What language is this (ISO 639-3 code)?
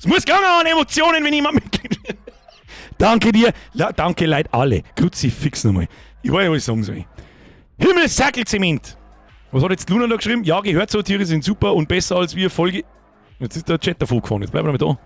bar